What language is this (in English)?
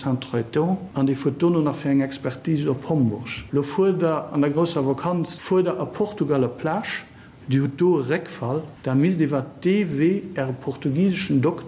Luxembourgish